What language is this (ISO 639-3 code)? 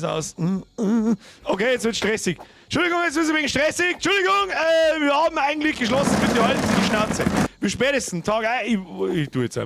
bar